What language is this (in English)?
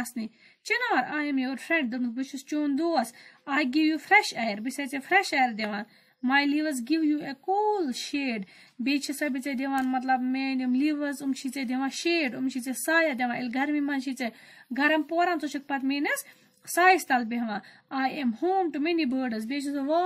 Kashmiri